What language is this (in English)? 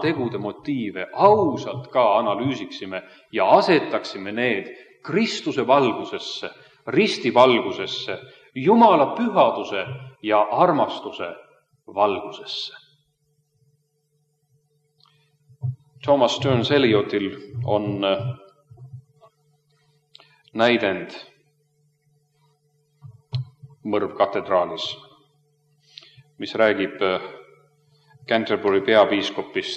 Estonian